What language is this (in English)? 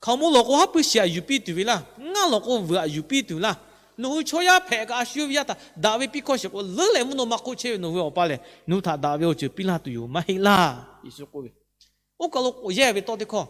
Lahu